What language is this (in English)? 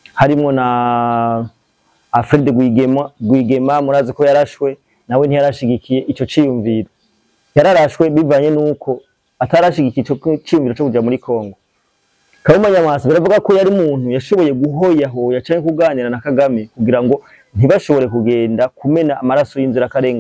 Rundi